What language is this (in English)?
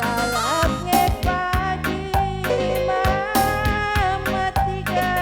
Batak Karo